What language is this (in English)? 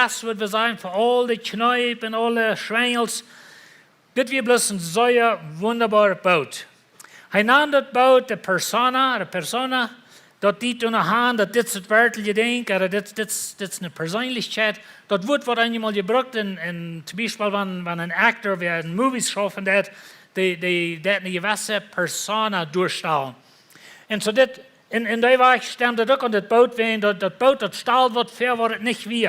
Plautdietsch